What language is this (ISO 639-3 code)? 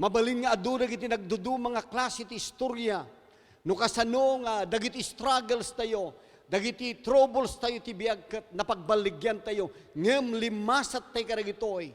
ilo